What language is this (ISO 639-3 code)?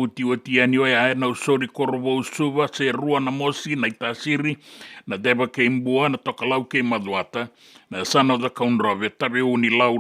fij